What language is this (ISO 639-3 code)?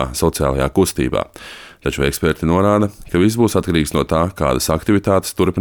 lav